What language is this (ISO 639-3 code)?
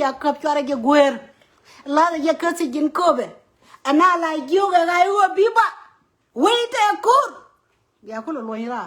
nus